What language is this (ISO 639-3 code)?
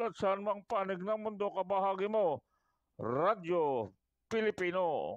bik